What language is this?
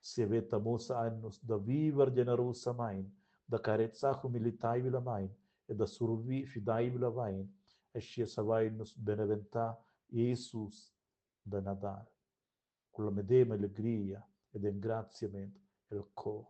Romansh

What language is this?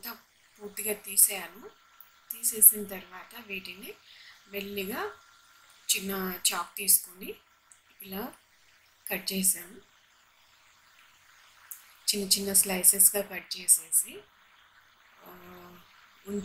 Telugu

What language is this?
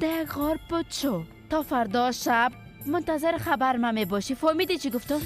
Persian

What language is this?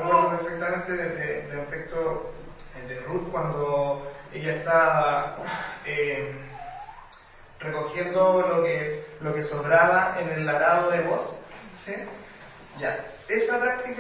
Spanish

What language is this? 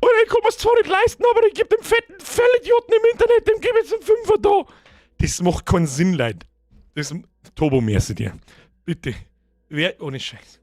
Bavarian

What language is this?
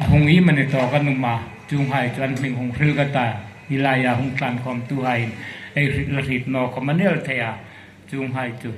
Hmar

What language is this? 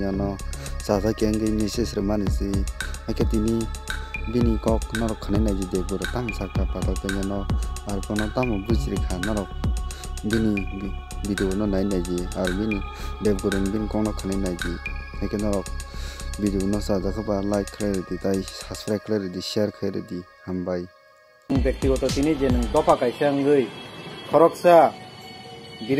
Kok Borok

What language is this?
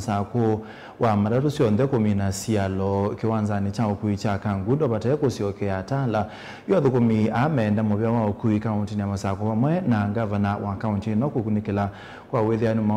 Kamba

